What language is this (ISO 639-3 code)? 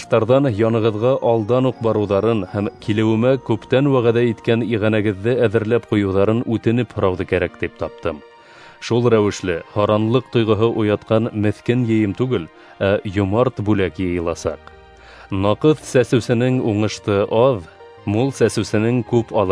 bak